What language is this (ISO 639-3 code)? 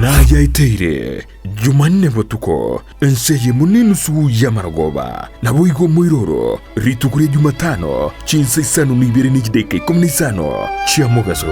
guz